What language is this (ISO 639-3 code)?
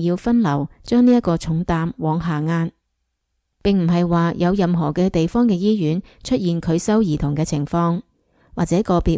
yue